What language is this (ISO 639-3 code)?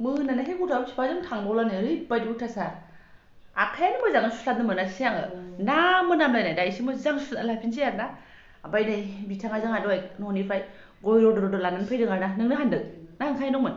brx